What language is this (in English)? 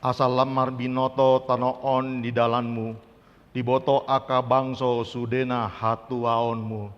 Batak Toba